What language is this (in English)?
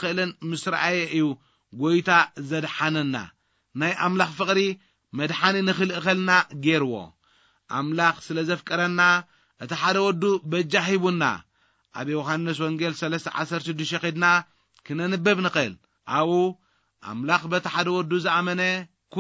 Tigrinya